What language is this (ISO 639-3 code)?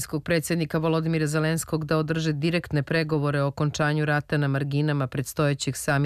srp